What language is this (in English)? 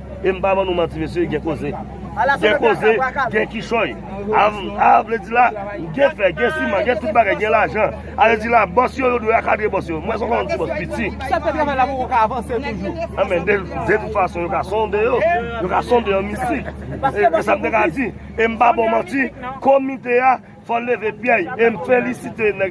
Haitian Creole